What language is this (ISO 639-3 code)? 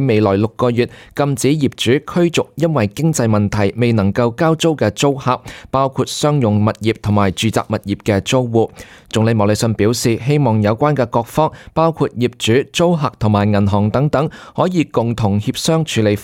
yue